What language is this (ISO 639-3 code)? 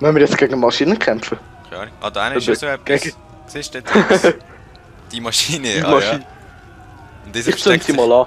gsw